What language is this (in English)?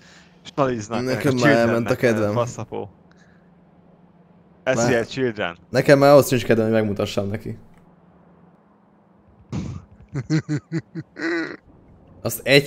Hungarian